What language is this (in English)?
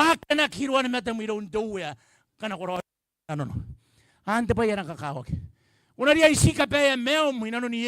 Gilbertese